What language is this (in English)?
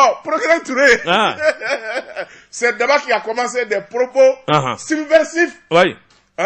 Bambara